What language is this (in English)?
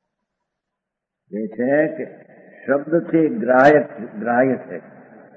Gujarati